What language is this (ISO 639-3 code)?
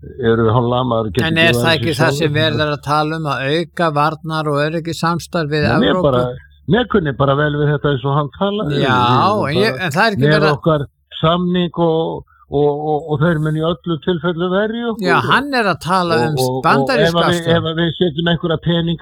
isl